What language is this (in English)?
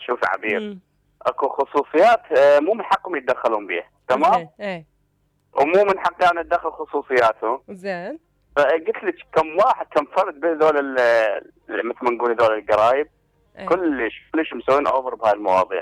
Mesopotamian Arabic